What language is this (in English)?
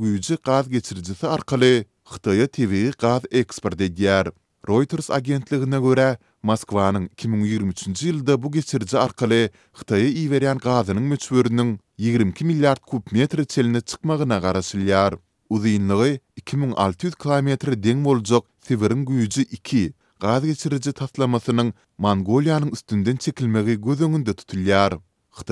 Turkmen